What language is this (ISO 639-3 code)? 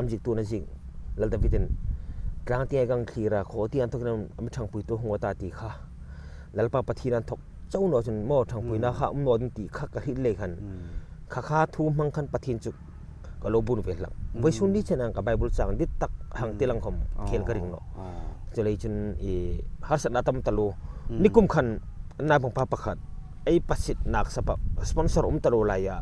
hmr